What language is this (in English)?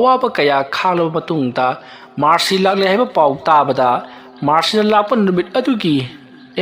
Manipuri